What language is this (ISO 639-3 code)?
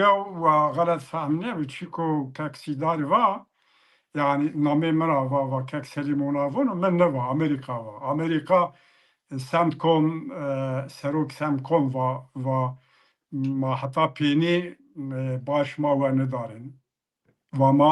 zza